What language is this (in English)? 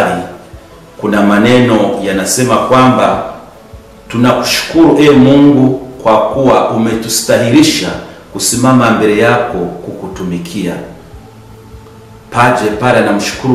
Swahili